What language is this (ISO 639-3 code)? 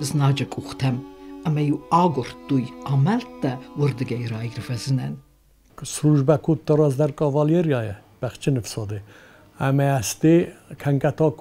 oss